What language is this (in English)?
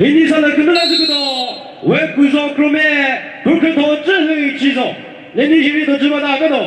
Chokri Naga